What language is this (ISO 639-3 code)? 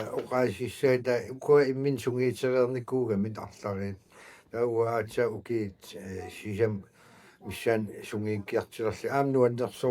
kal